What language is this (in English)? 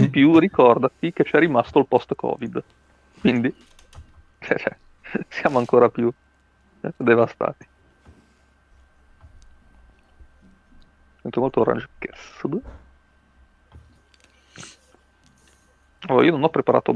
Italian